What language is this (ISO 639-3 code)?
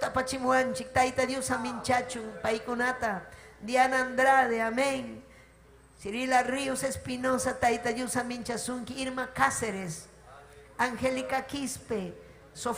quy